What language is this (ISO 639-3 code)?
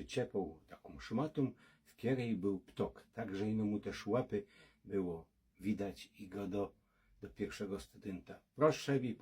szl